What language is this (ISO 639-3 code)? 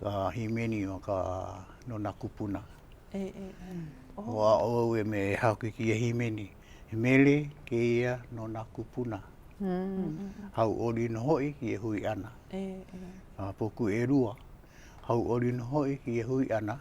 haw